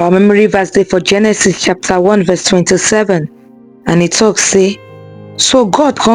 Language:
Nigerian Pidgin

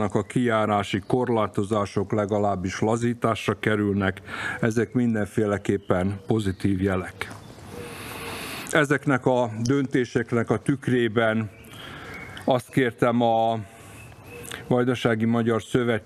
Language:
Hungarian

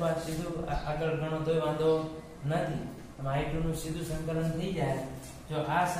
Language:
Gujarati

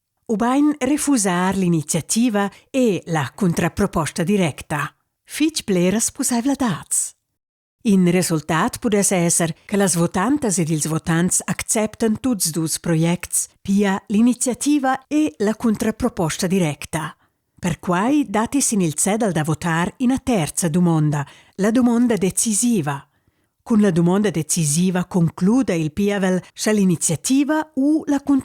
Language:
Romansh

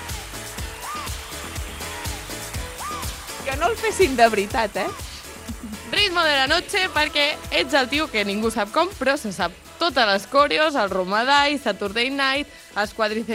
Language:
Catalan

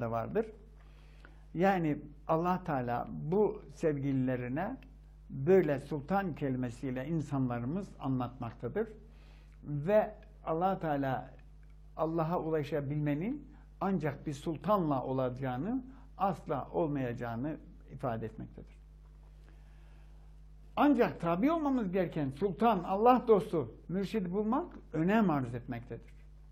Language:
Turkish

